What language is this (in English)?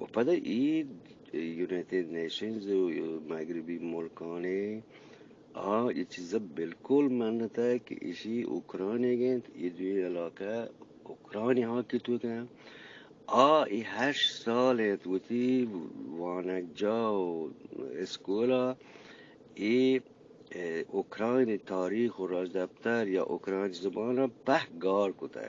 Eastern Balochi